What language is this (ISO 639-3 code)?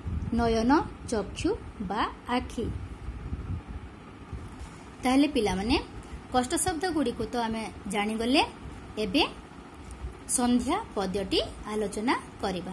ori